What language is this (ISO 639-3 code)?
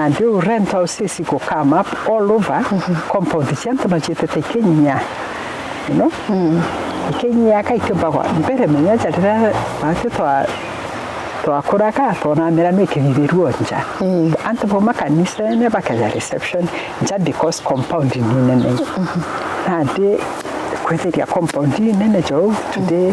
mer